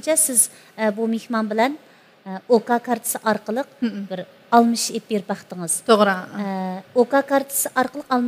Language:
Uyghur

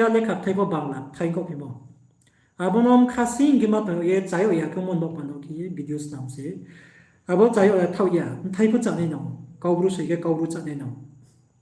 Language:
Riang (India)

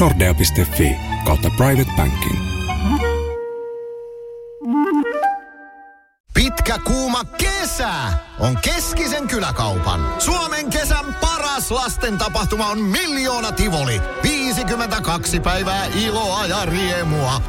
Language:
Finnish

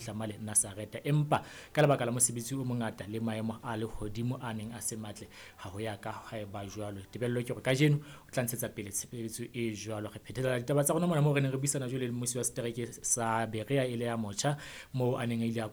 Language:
Southern Sotho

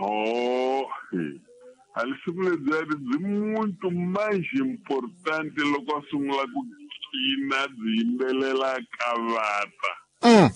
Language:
Tsonga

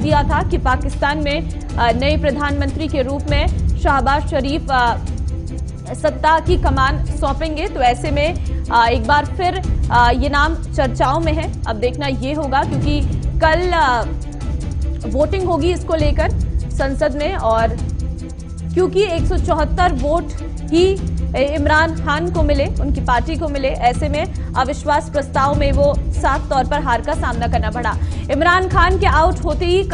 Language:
Hindi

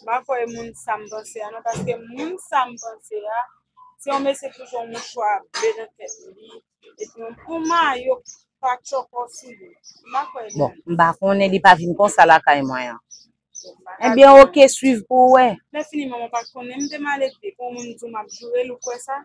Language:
Haitian Creole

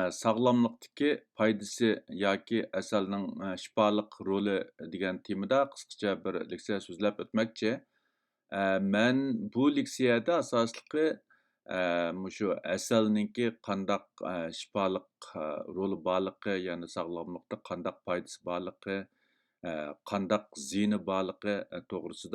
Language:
Uyghur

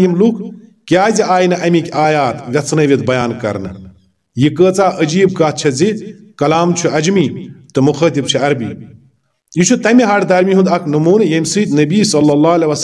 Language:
Kashmiri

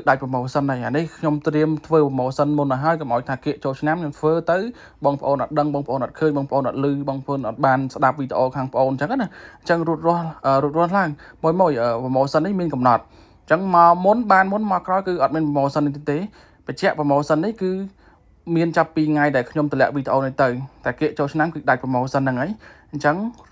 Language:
Khmer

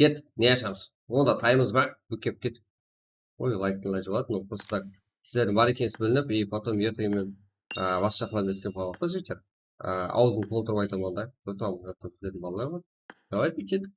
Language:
Kara-Kalpak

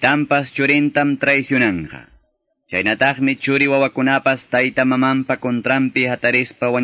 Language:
Quechua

